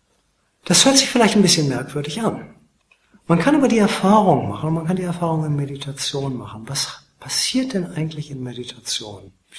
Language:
German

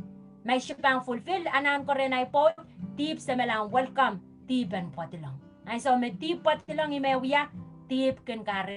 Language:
Pohnpeian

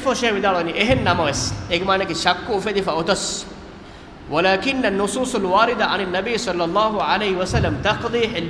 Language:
Divehi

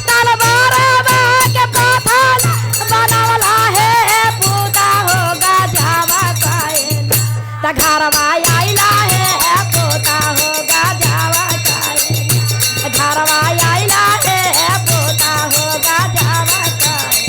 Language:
Magahi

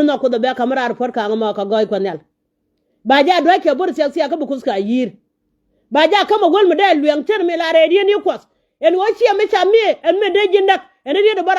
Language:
Nuer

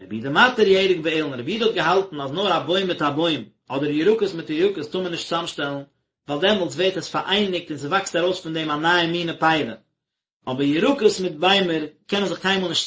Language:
Yiddish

